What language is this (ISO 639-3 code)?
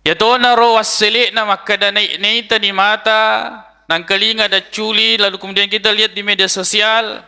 bug